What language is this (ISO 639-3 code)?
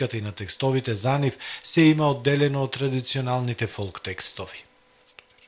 mkd